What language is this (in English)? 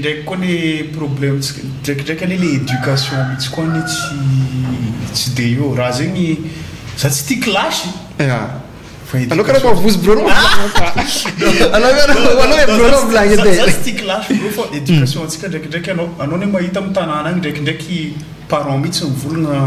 Malagasy